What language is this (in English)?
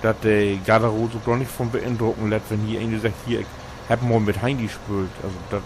Low German